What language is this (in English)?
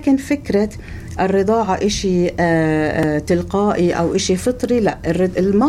North Levantine Arabic